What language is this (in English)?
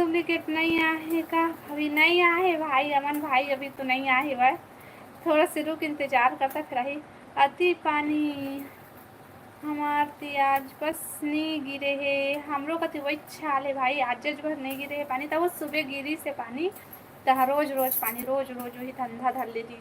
Chhattisgarhi